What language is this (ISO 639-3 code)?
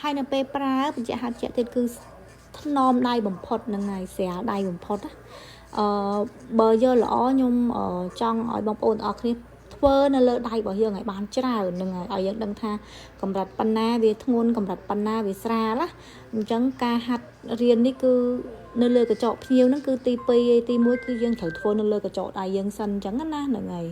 khm